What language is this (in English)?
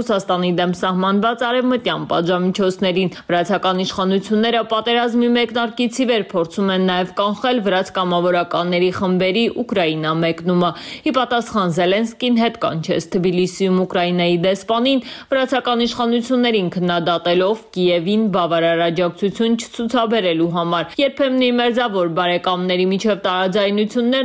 Armenian